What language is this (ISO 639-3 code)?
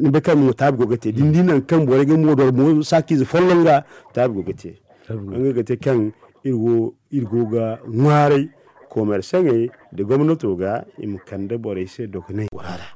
dje